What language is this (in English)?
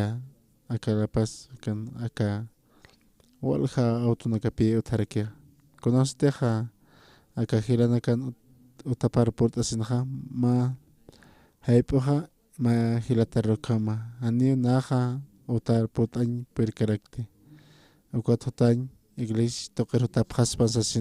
Aymara